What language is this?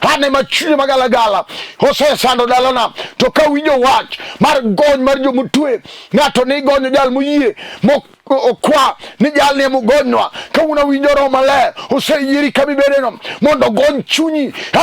Luo (Kenya and Tanzania)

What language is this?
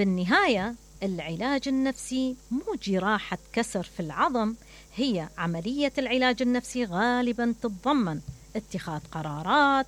Mesopotamian Arabic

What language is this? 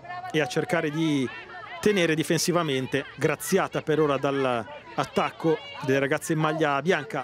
Italian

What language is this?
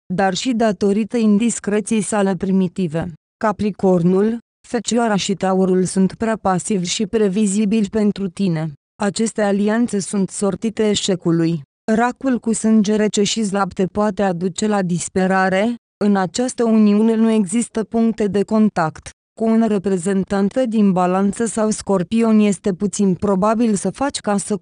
Romanian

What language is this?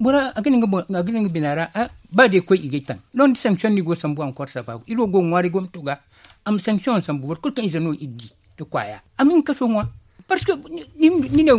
Zarma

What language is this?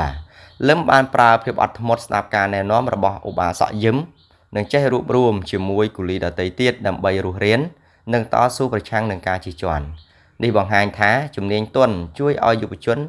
Khmer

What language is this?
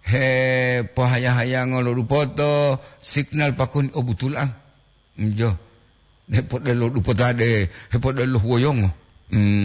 Gorontalo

